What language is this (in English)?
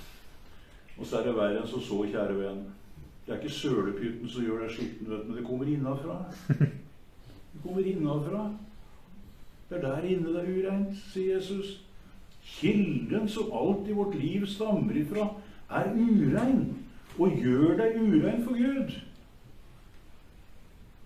Norwegian